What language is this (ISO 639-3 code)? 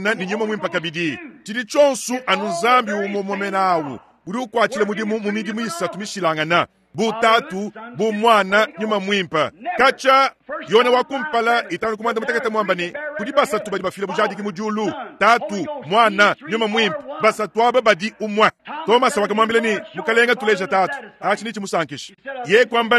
lua